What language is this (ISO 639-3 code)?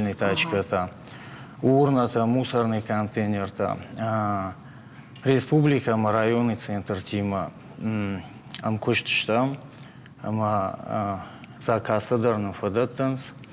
oss